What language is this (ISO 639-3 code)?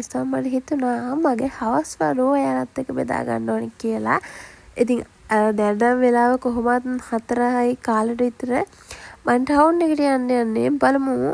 sin